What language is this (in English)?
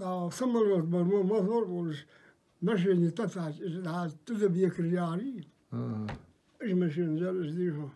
Ingush